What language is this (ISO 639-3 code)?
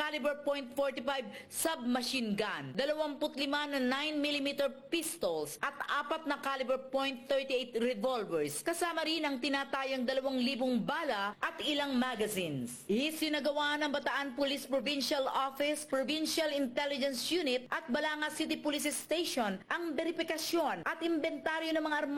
fil